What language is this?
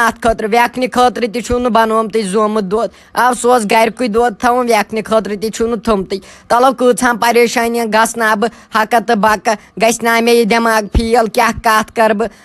Kashmiri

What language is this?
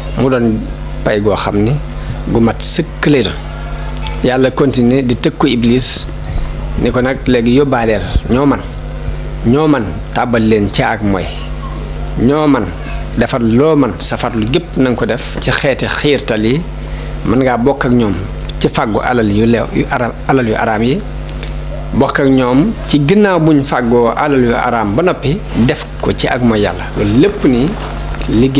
Wolof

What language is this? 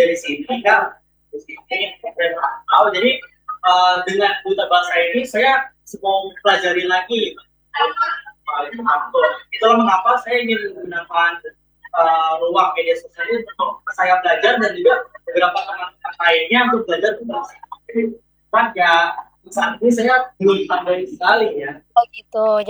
Indonesian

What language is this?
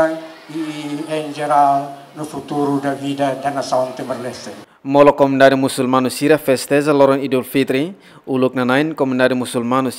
Tetum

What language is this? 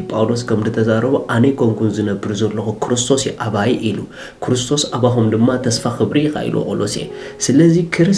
Tigrinya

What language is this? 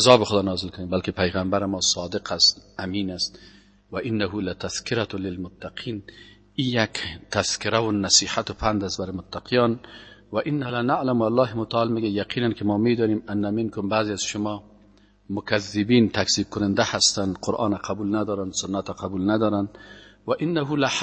Persian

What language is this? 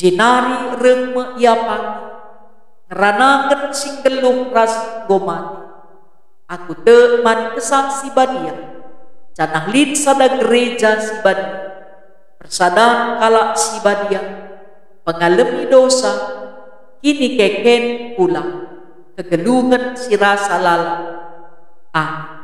Batak Karo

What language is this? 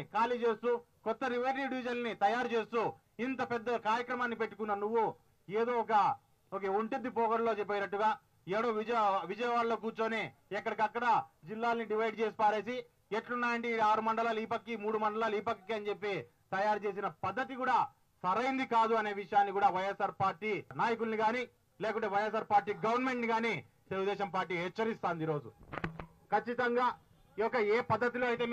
Telugu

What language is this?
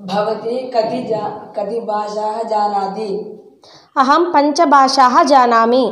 Sanskrit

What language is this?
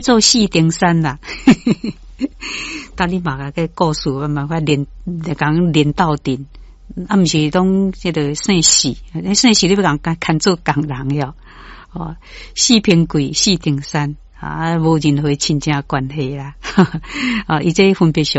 Min Nan Chinese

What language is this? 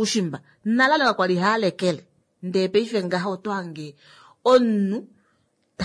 Kuanyama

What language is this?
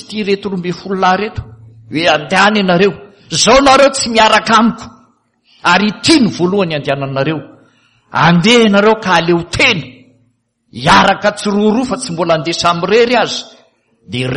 Malagasy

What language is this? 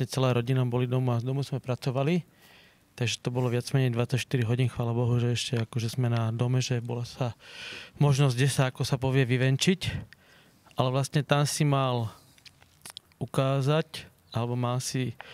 Slovak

